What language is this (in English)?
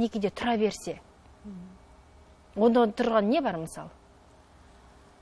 Kazakh